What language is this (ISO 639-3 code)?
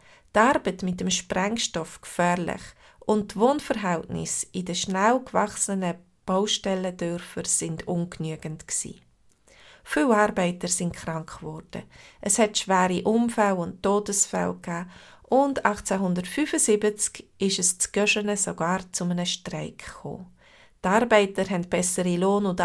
gsw